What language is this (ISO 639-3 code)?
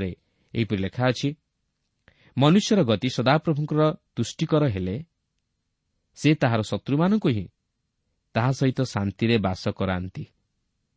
ori